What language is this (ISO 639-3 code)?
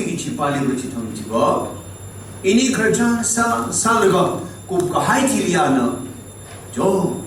nmf